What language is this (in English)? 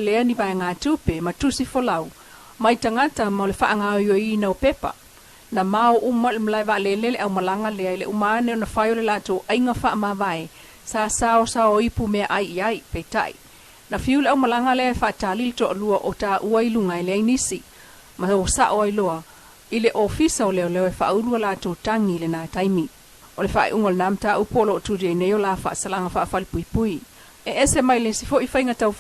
Samoan